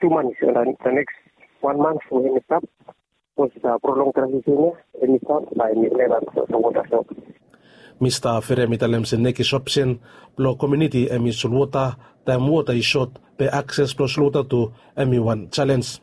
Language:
Bislama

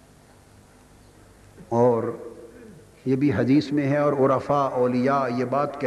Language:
Urdu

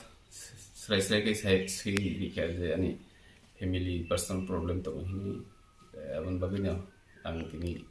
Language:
Kok Borok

